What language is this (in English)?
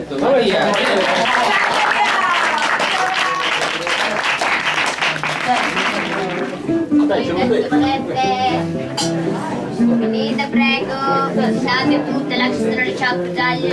Italian